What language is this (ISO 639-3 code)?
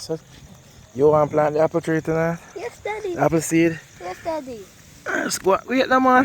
jam